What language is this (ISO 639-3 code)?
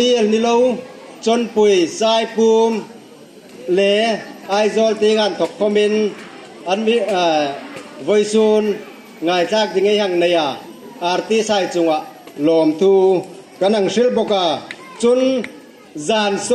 hmr